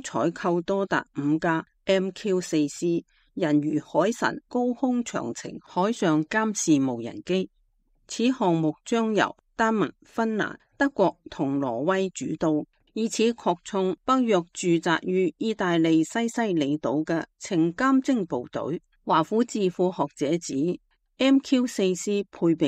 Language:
Cantonese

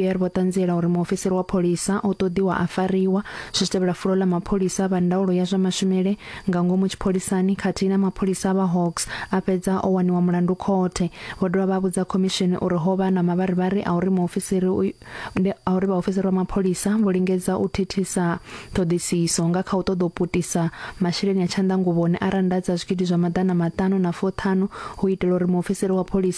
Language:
Venda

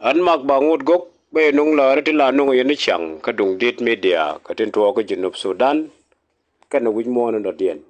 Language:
Nuer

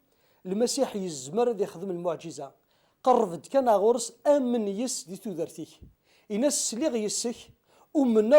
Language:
Kabyle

